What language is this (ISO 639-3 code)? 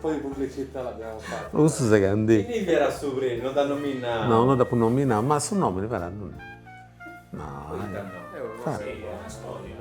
srd